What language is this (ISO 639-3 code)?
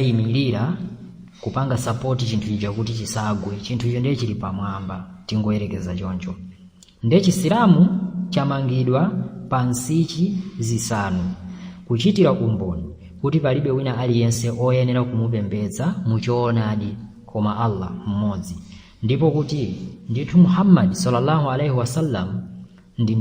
nya